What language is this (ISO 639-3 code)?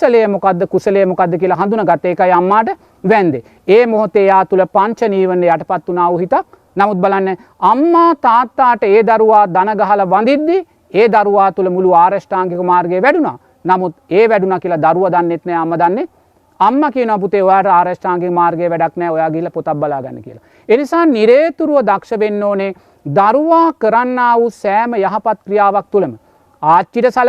sin